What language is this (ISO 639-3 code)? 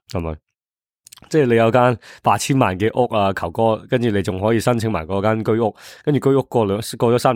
yue